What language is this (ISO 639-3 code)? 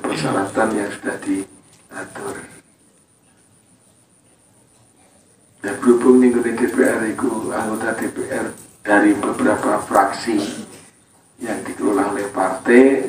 ind